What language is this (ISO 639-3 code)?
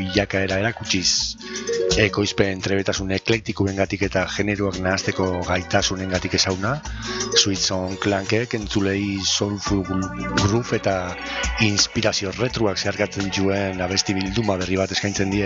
eus